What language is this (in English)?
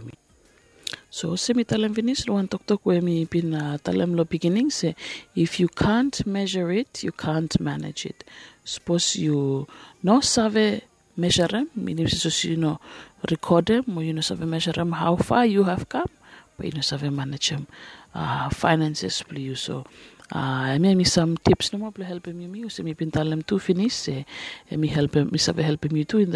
Bislama